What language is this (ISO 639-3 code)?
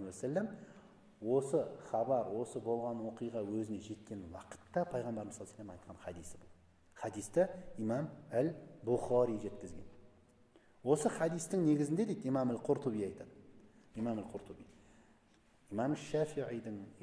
kaz